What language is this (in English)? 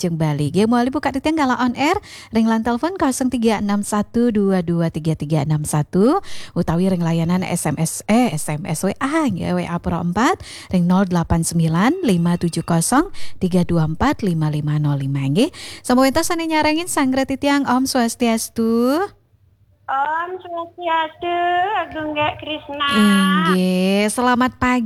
Balinese